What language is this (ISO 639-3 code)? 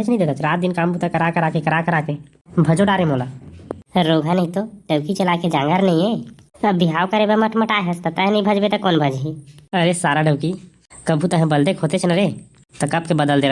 hne